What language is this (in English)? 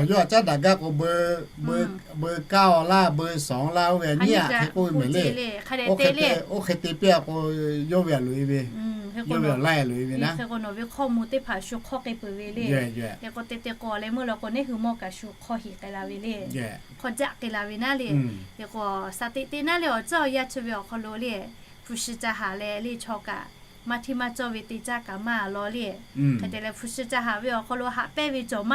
Lahu